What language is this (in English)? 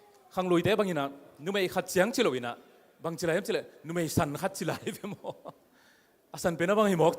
Tedim Chin